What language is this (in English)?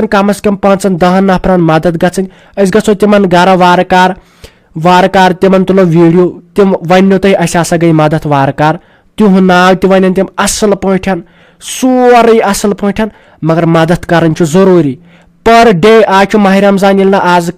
Kashmiri